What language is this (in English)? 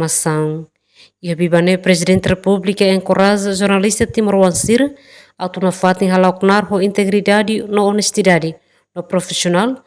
Tetum